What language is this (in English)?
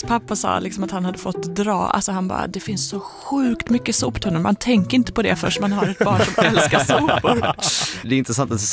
Swedish